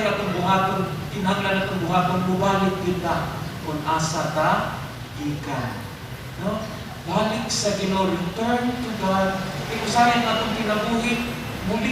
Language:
Cebuano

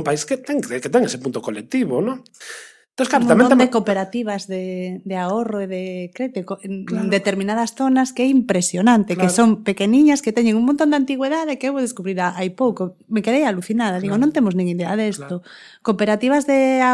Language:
Galician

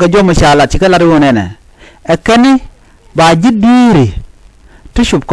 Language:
Nuer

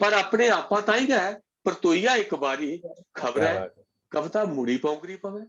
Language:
Dogri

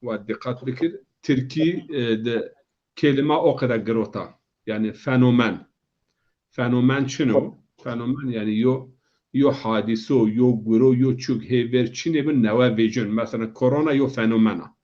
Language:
Zaza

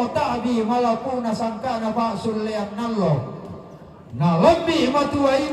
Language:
Toraja-Sa'dan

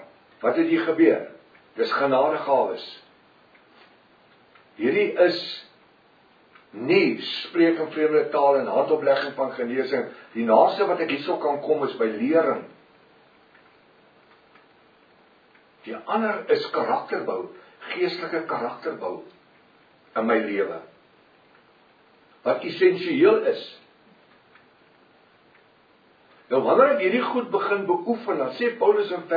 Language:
Afrikaans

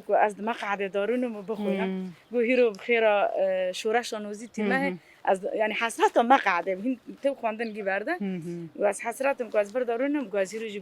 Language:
Kurdish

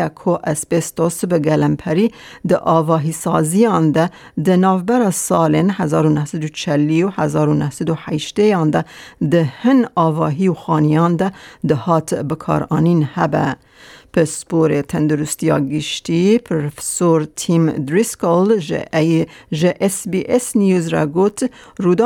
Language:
Kurdish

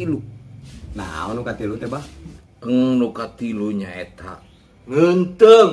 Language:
Sundanese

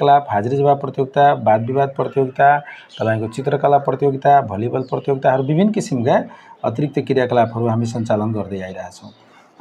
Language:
Nepali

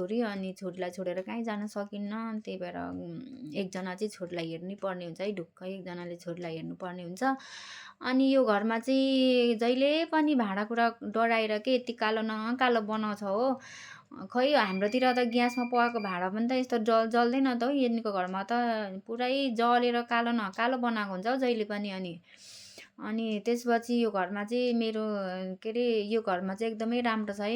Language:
Nepali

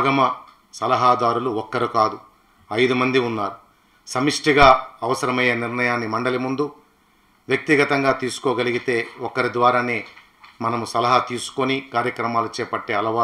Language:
Telugu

